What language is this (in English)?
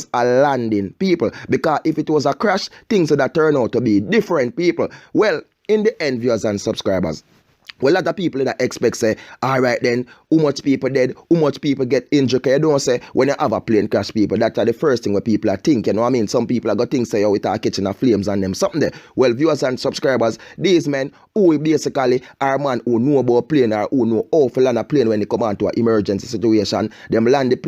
Jamaican Creole English